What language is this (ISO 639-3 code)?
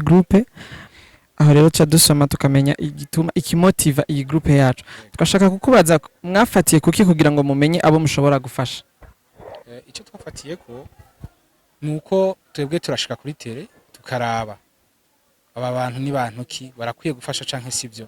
run